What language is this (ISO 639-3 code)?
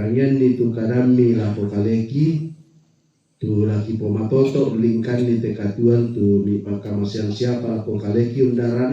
sda